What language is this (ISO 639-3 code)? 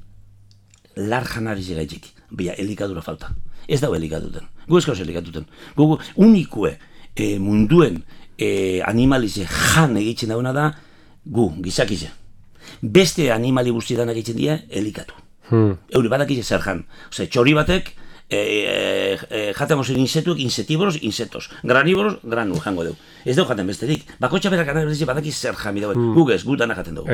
eus